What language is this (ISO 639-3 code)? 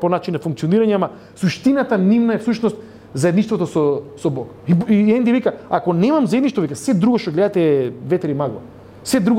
mkd